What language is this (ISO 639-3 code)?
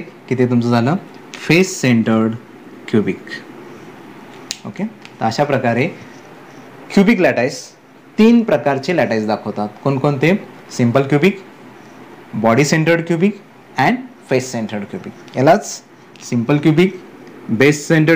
mar